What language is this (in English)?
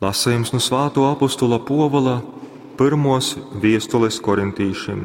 Latgalian